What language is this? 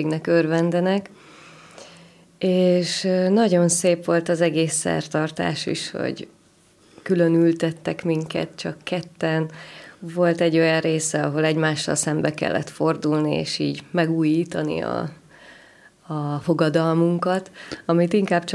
Hungarian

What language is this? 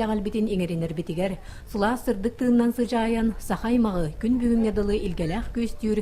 Yakut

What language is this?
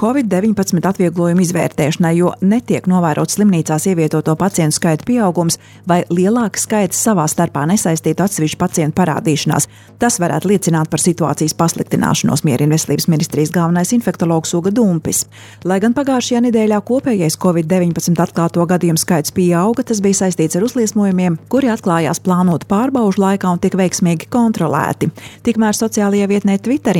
Latvian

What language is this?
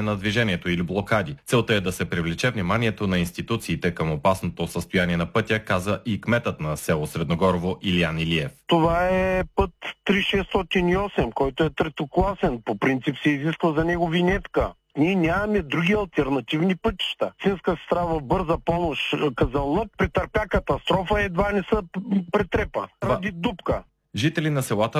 Bulgarian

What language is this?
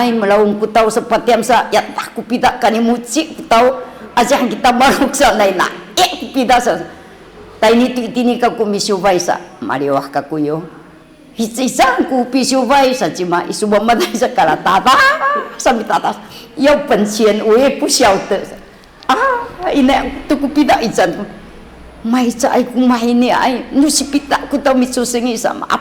Sakizaya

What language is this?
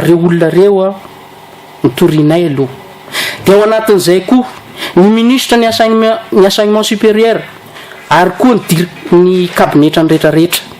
Malagasy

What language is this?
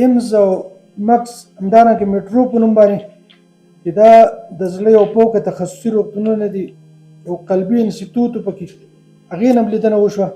Pashto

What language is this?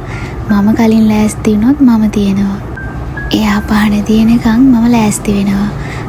Sinhala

